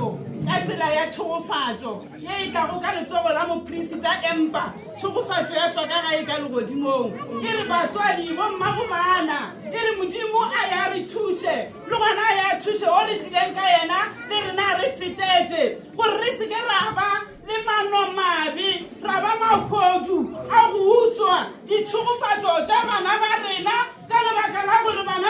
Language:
Northern Sotho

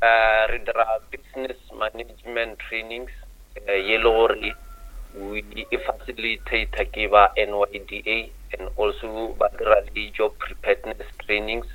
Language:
Northern Sotho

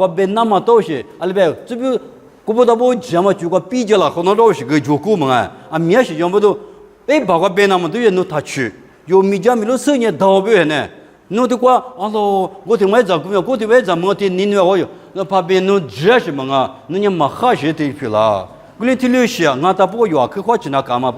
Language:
Lisu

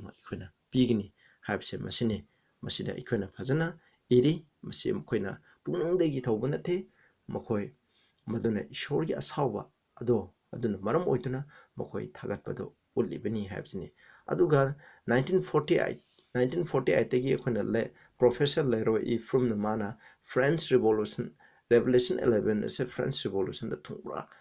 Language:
Manipuri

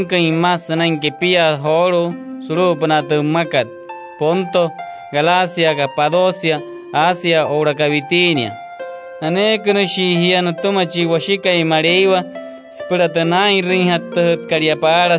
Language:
Wayuu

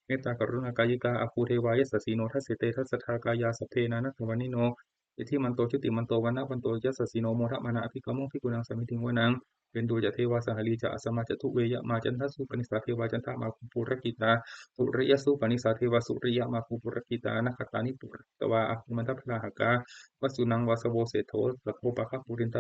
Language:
Pali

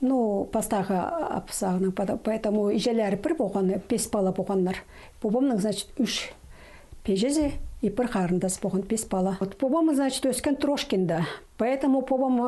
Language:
Khakas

